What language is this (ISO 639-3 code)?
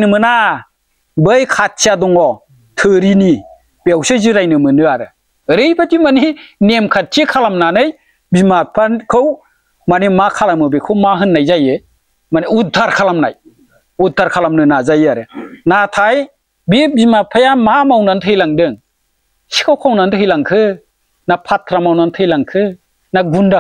brx